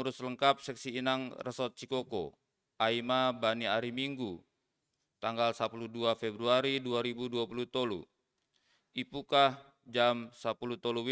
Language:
Batak Simalungun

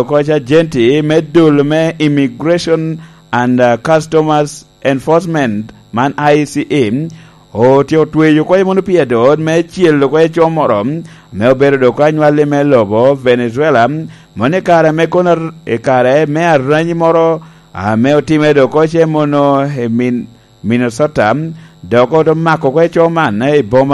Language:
Lango (Uganda)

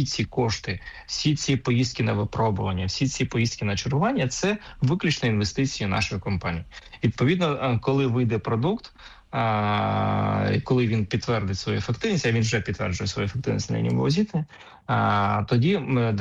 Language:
Ukrainian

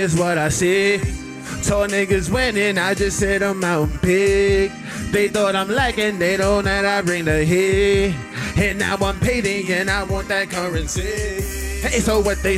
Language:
English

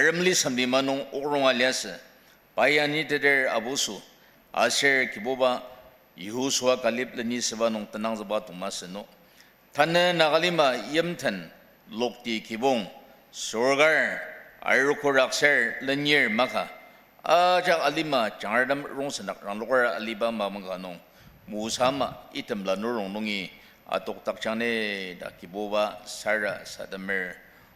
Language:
Ao Naga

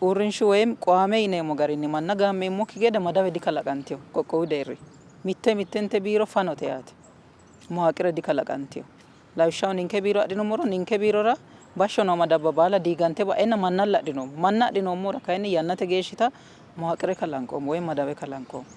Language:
Sidamo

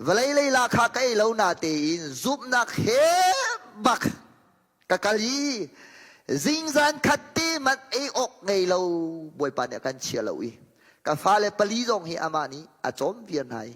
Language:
Hakha Chin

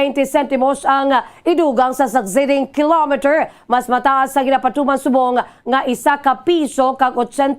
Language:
Hiligaynon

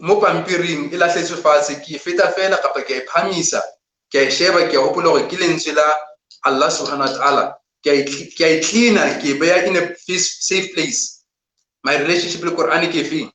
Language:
Southern Sotho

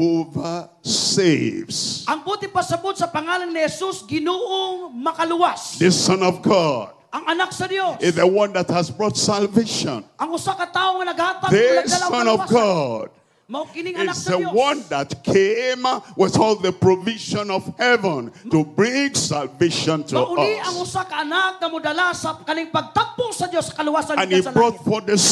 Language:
Cebuano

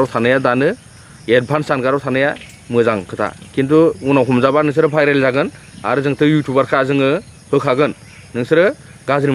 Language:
Bodo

